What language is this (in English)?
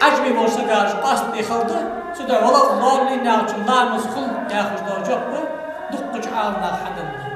Ingush